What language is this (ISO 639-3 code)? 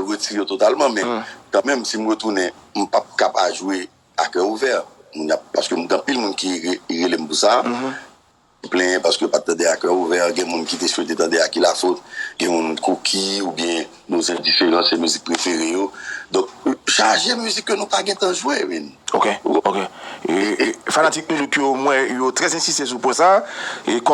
hat